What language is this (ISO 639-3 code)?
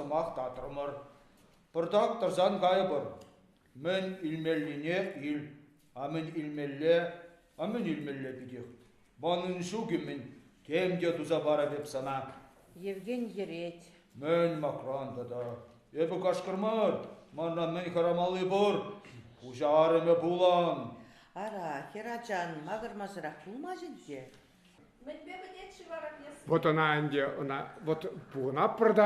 chv